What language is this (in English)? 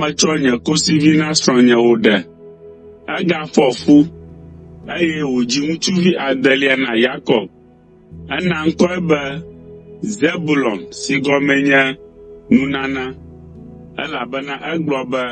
Ewe